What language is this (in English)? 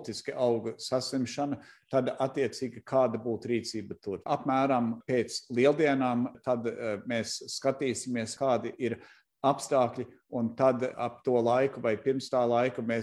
Latvian